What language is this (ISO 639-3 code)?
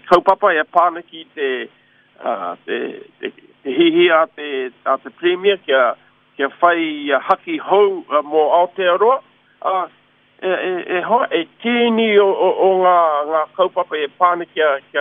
mri